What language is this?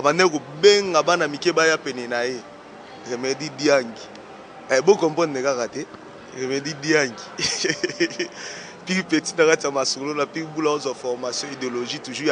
Lingala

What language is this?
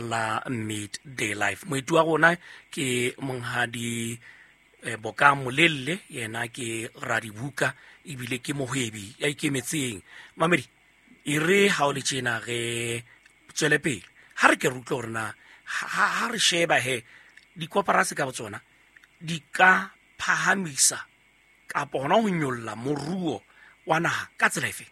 Southern Sotho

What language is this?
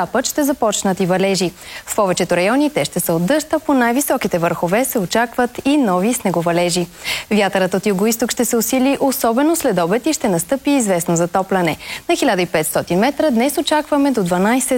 Bulgarian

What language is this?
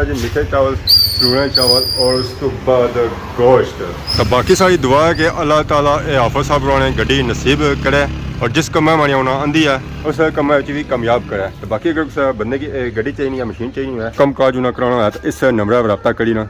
Pahari-Potwari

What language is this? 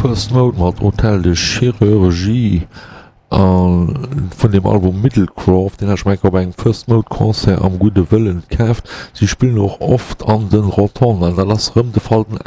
Luxembourgish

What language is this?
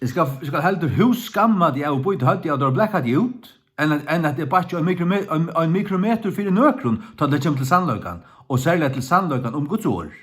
Faroese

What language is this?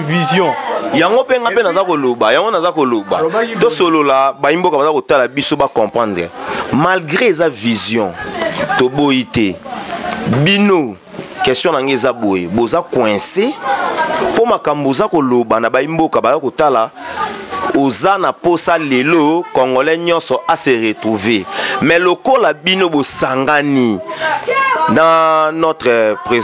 Lingala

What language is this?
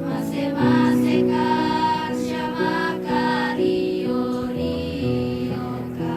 Toraja-Sa'dan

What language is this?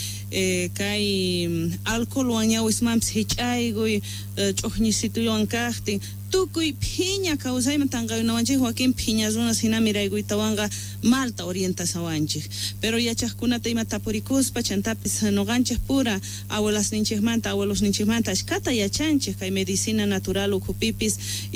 Quechua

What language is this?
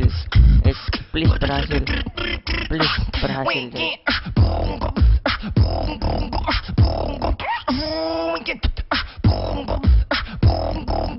Indonesian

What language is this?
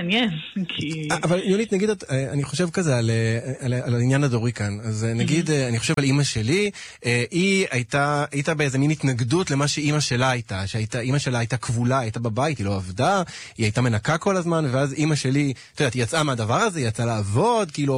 Hebrew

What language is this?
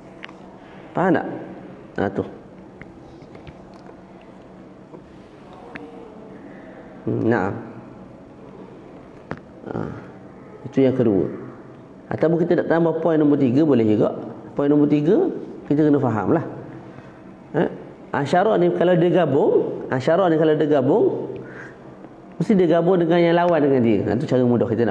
Malay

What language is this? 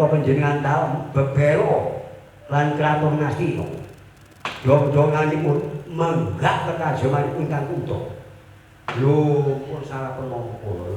Javanese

